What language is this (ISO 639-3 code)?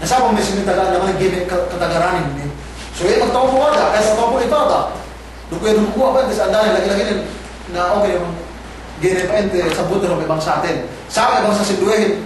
yka